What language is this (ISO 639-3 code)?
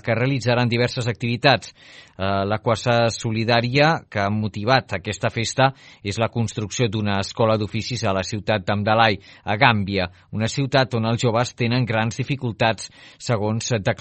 cat